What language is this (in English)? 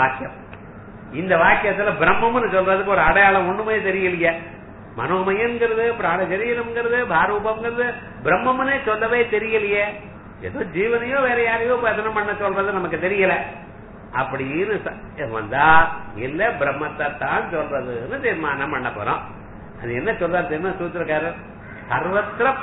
Tamil